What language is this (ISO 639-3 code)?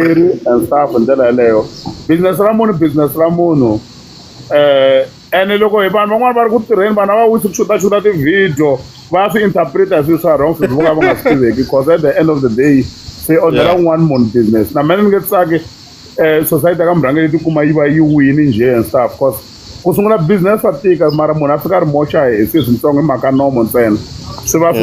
tso